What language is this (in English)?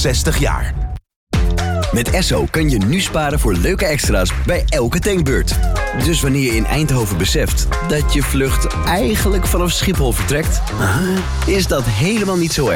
Dutch